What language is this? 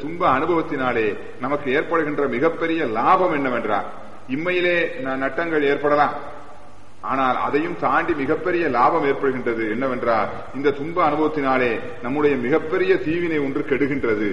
Tamil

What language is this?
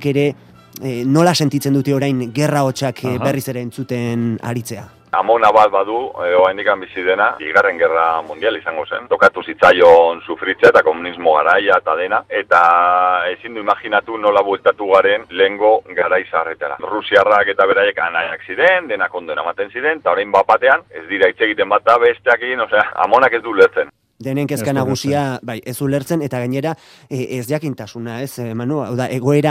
Basque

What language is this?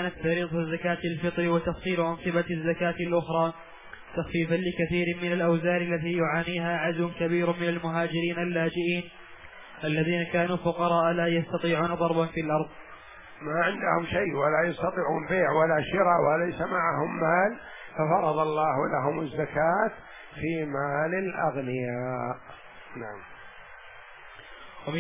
Arabic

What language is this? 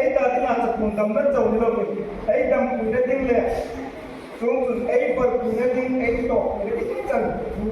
Hmar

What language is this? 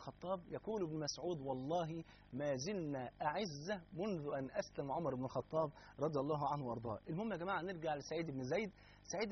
Arabic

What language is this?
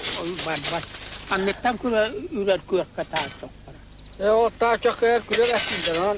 Yakut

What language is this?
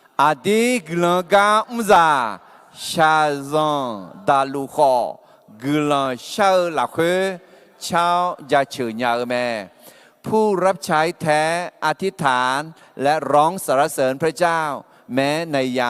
Akha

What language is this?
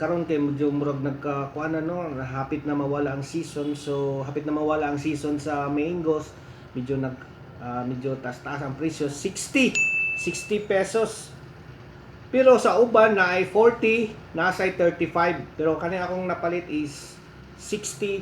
Cebuano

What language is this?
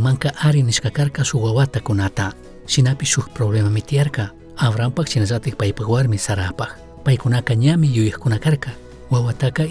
Chimborazo Highland Quichua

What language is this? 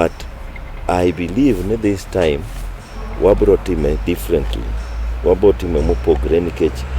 Luo (Kenya and Tanzania)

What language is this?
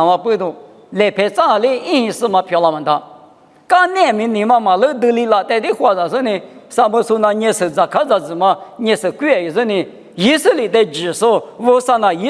Lisu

